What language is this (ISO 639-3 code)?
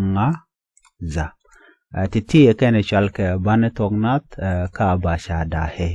nus